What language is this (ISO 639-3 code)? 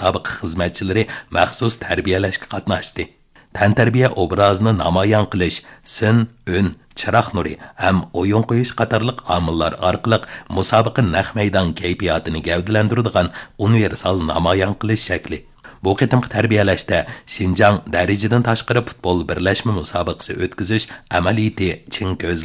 uig